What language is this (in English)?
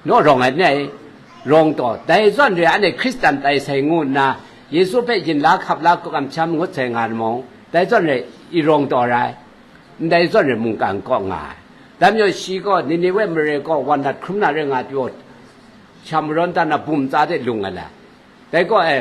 Kachin